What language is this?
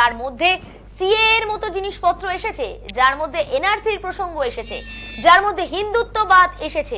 Bangla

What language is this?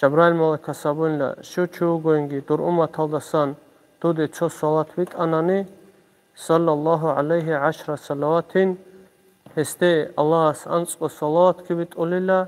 Avaric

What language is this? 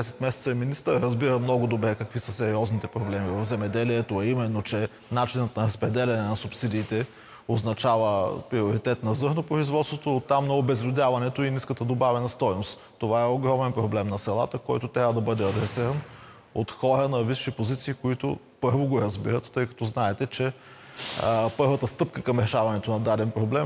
Bulgarian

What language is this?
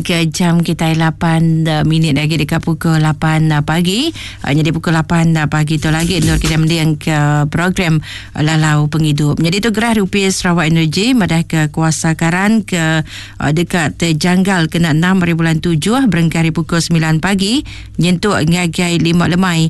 Iban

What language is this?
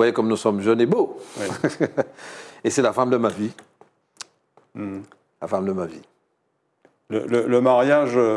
French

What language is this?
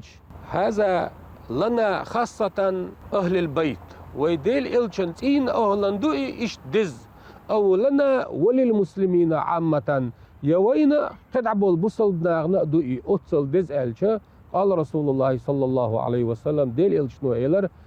Chechen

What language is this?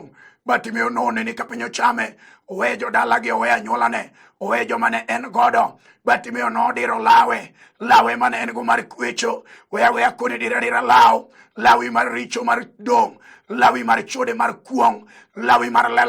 Luo (Kenya and Tanzania)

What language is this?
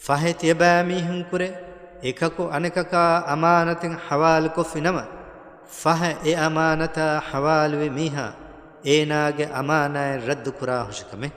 Divehi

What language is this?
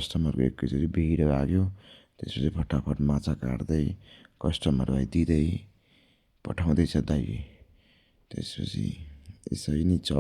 Nepali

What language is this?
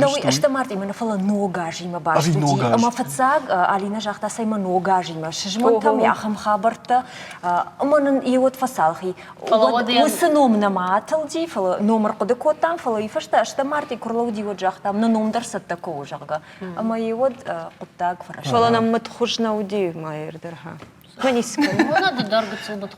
Ossetic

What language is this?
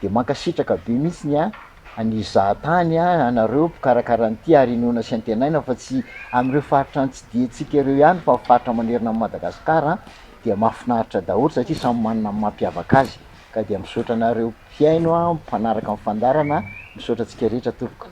Malagasy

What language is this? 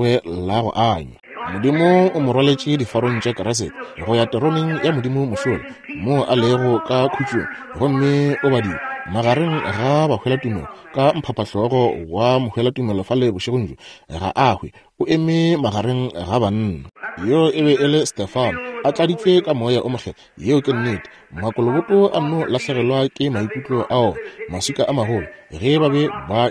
Northern Sotho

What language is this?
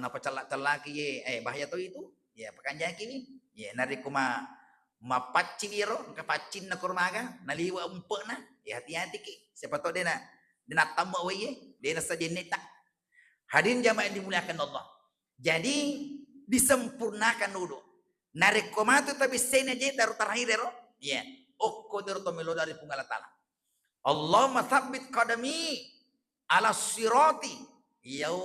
Buginese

